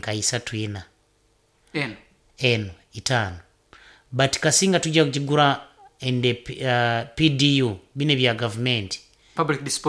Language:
Nyoro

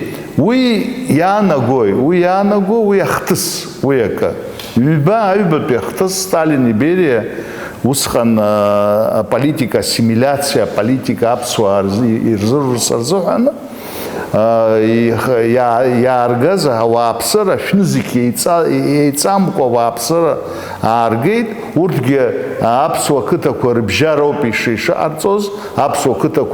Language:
Abkhazian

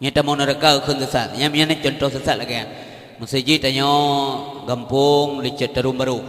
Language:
Achinese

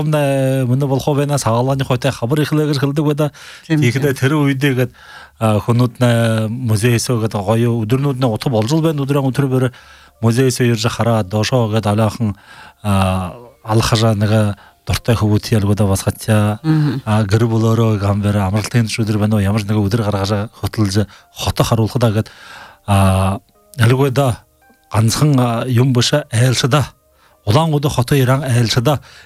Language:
Buriat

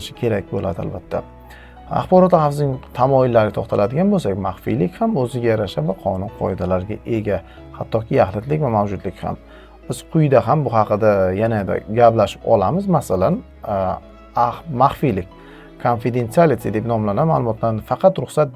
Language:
Uzbek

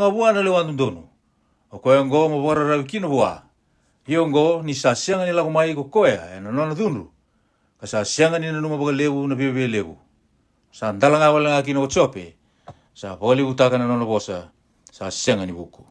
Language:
Fijian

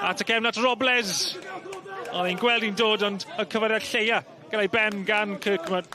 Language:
Welsh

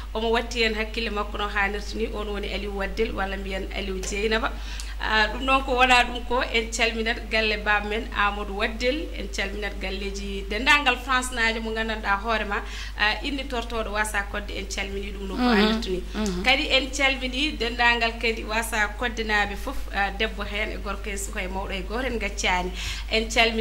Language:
Fula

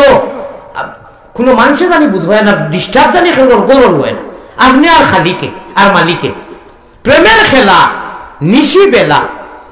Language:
Sylheti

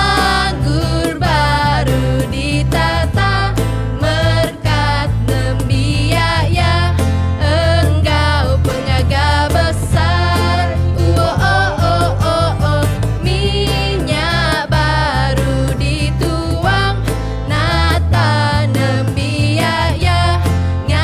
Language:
Iban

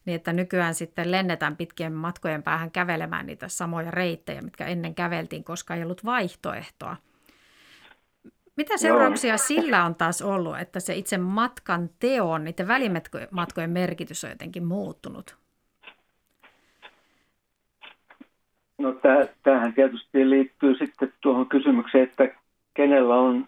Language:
Finnish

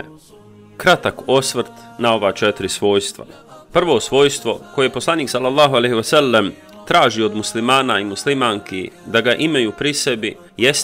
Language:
Bosnian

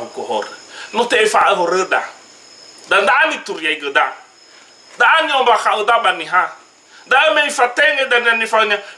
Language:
Nias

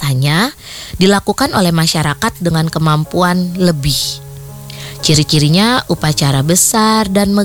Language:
Indonesian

